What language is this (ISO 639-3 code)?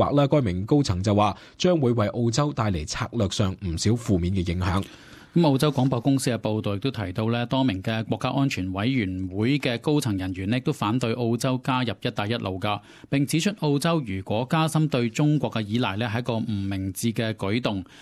yue